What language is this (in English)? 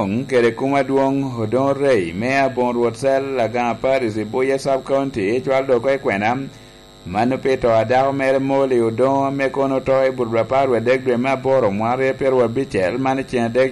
Lango (Uganda)